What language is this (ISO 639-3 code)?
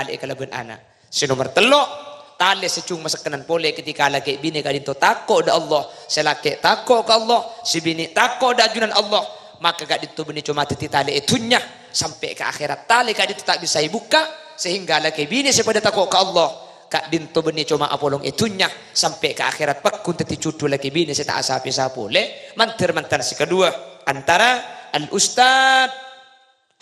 mad